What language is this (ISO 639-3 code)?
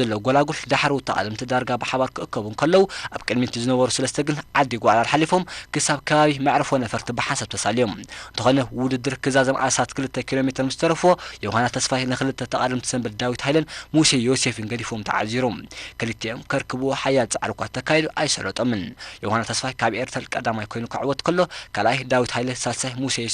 tir